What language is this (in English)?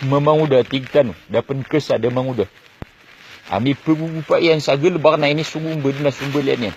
Maranao